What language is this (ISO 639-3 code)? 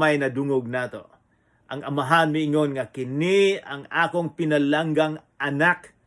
ceb